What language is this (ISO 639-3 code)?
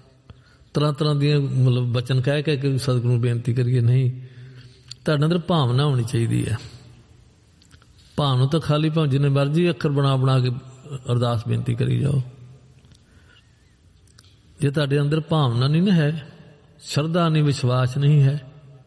pan